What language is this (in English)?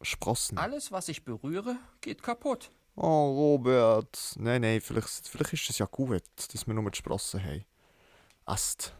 Swiss German